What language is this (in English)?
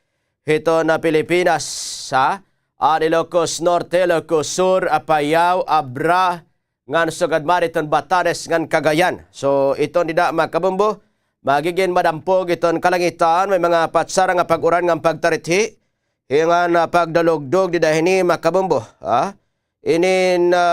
Waray